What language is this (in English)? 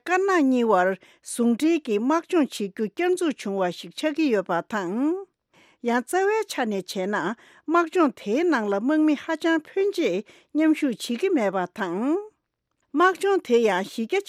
Tibetan